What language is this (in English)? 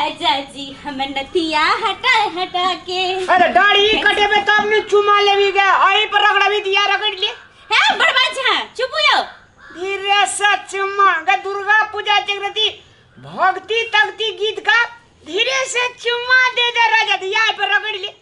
Maithili